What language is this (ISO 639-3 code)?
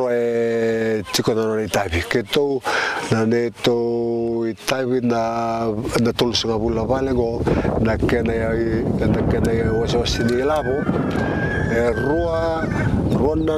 fij